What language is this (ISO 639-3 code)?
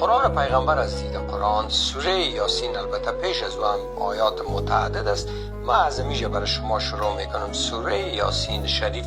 fas